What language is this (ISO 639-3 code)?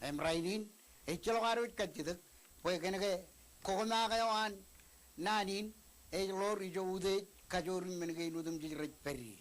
mah